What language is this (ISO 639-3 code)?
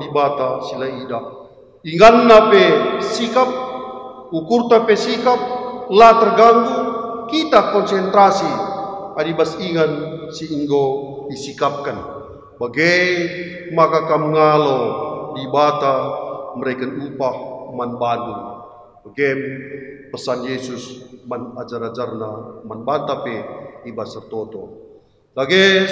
btx